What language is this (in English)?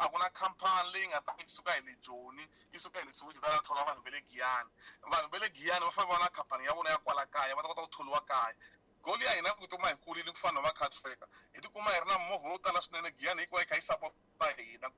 Tsonga